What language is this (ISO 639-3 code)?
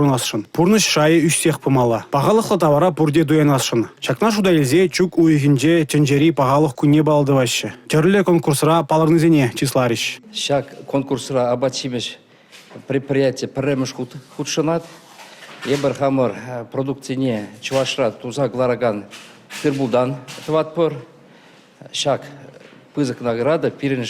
chv